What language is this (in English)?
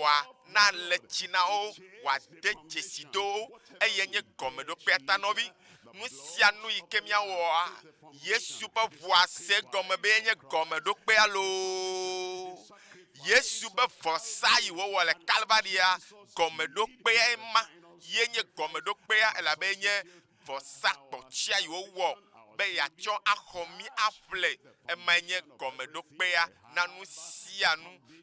Ewe